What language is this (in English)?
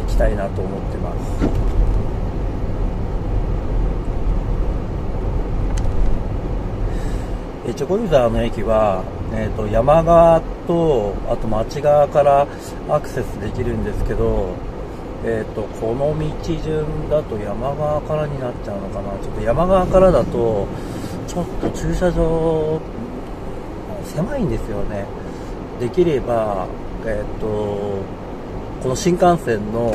Japanese